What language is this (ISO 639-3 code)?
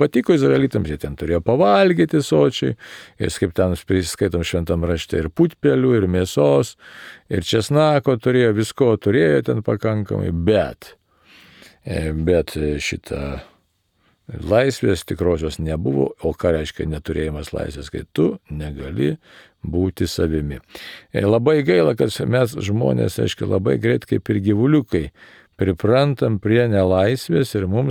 lit